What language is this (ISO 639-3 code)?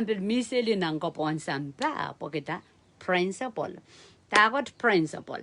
pon